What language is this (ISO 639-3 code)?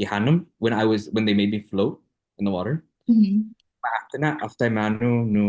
cha